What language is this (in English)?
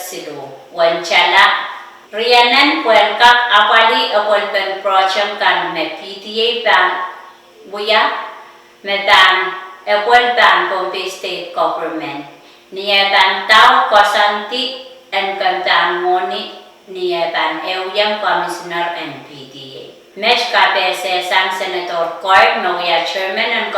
Pohnpeian